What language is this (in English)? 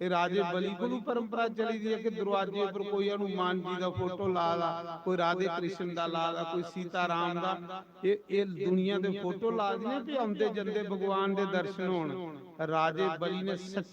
Dogri